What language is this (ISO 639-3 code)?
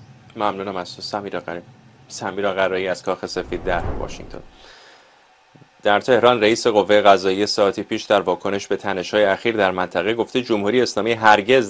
fas